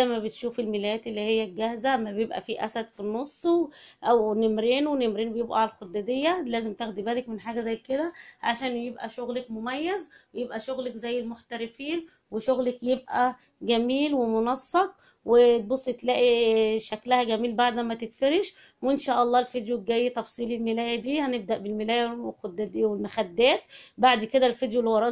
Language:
Egyptian Arabic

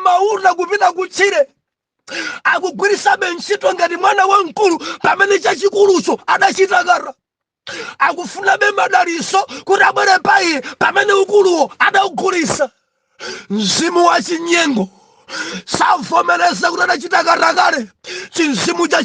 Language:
Nyanja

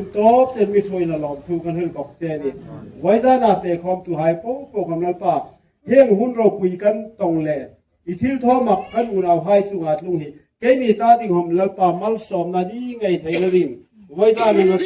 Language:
Hmar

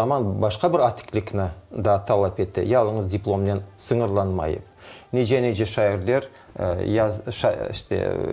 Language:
Crimean Tatar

